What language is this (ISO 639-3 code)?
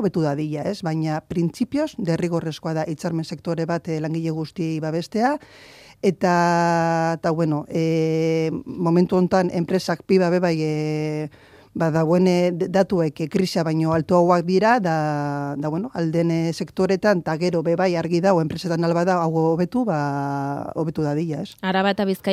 eus